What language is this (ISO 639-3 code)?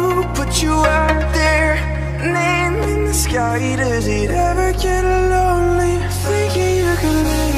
eng